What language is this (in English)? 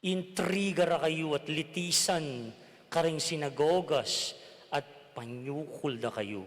Pampanga